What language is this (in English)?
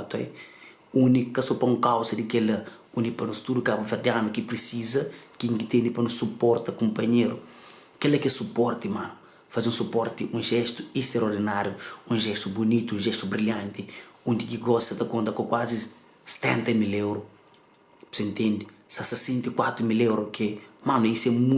Kabuverdianu